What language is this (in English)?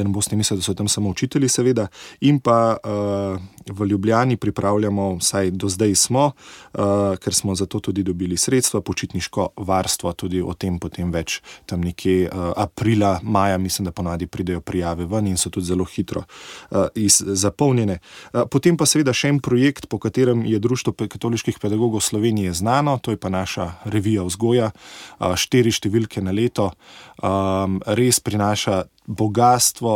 Slovenian